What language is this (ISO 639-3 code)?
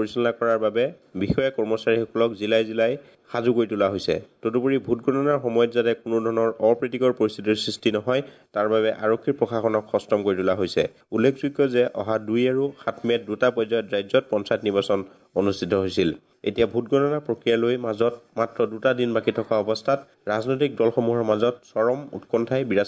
asm